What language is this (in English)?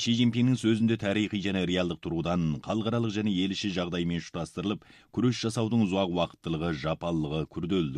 Kazakh